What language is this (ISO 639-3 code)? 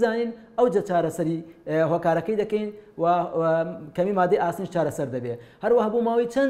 ckb